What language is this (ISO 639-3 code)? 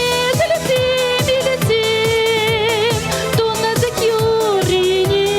chv